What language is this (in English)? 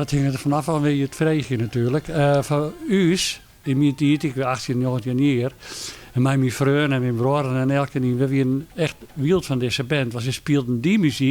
Western Frisian